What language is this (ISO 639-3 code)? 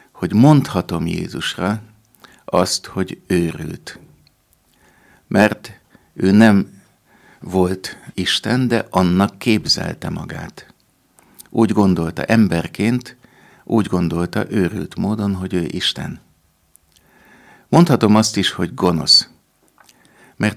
hun